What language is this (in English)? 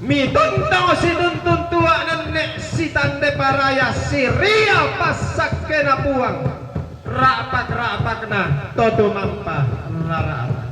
Toraja-Sa'dan